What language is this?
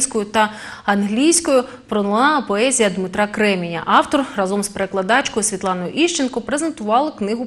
Ukrainian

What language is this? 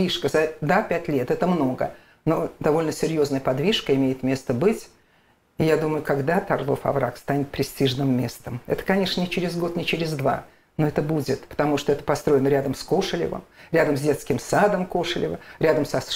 Russian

